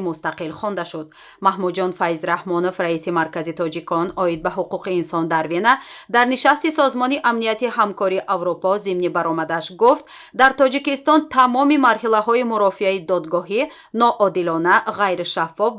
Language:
Tajik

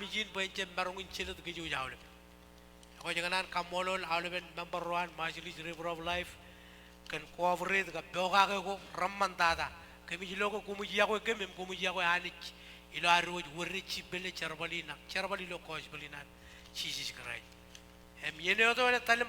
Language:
Marshallese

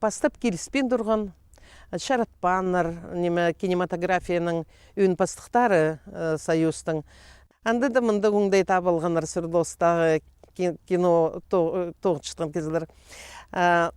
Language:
Khakas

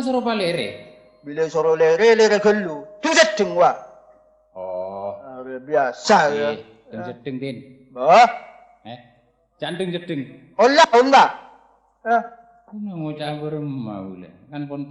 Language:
Madurese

